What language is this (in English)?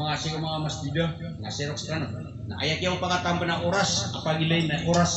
Maranao